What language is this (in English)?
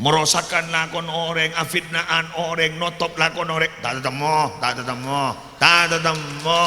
Madurese